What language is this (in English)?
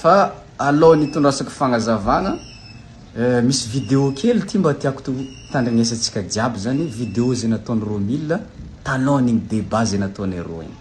Malagasy